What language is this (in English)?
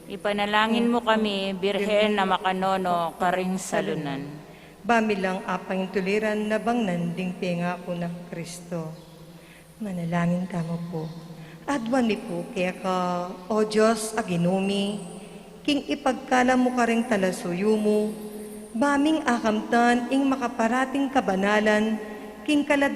Pampanga